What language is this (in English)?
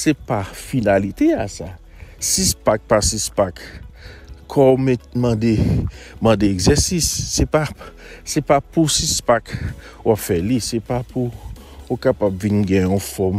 Haitian Creole